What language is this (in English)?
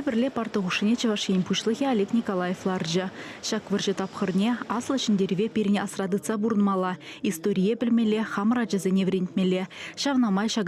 Chuvash